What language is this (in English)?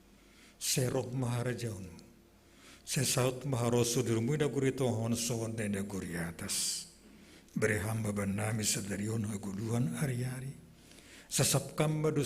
Batak Simalungun